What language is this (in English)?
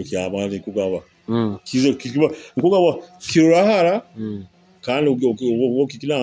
Nyoro